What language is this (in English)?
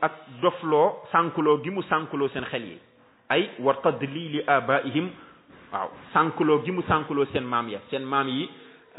Wolof